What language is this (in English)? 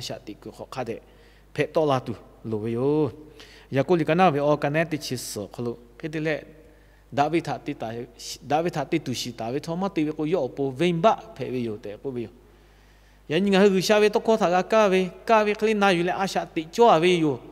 Lahu